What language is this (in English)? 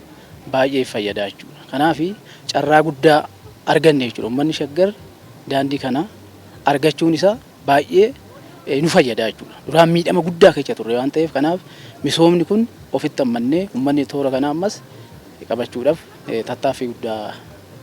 Oromo